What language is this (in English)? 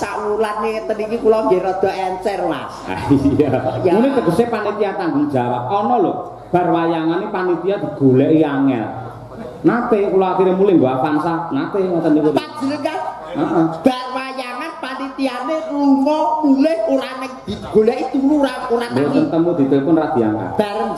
Javanese